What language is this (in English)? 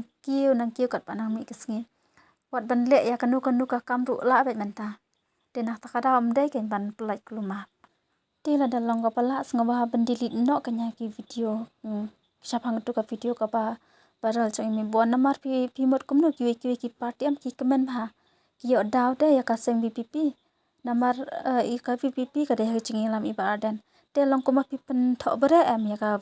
Khasi